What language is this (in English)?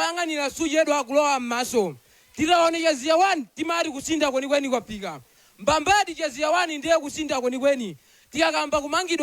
Nyanja